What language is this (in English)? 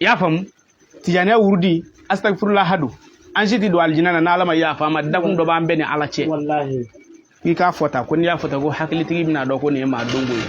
Bambara